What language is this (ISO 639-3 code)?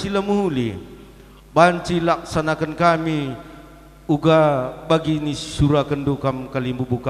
btx